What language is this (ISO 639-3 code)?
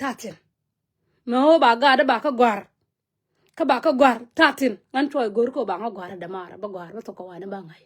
nus